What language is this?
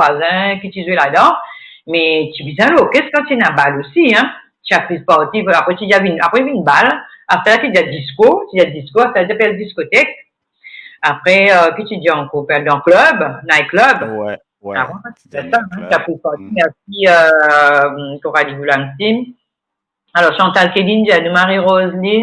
Morisyen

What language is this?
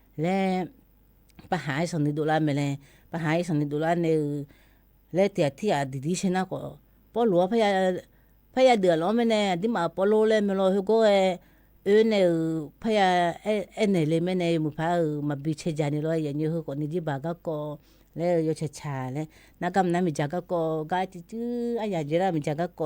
Akha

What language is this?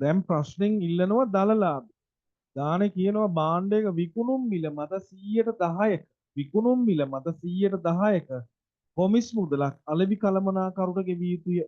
Sinhala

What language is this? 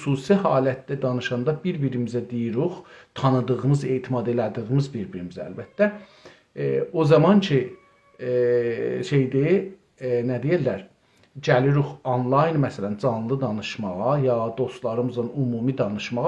South Azerbaijani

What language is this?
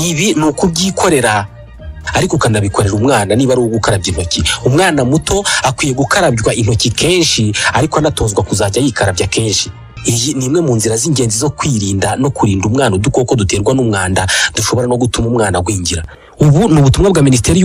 Kinyarwanda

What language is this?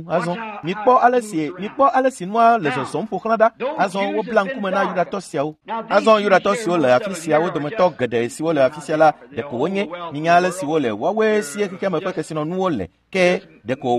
Ewe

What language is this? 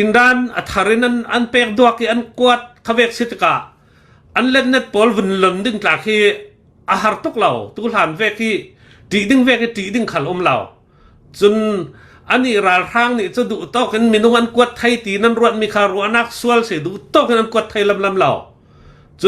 Hakha Chin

